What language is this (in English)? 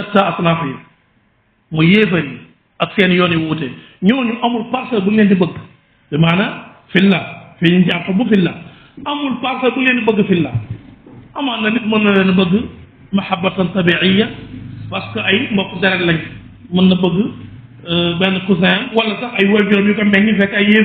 Wolof